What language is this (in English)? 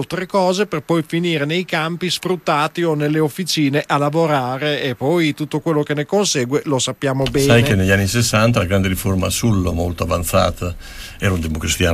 Italian